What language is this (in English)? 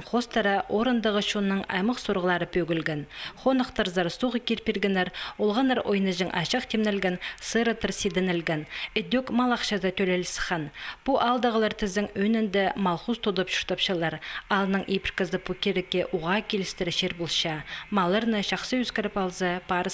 Khakas